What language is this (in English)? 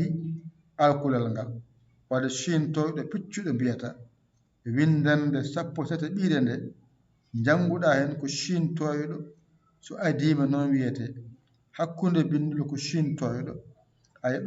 Fula